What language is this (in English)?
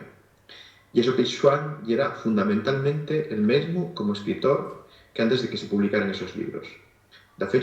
Asturian